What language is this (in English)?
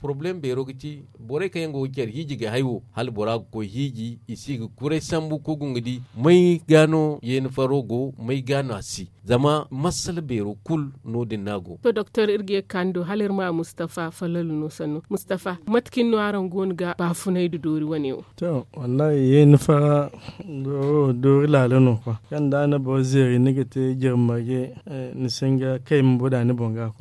Zarma